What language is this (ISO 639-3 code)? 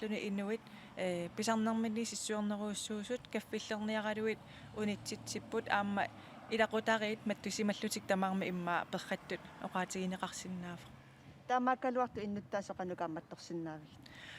kal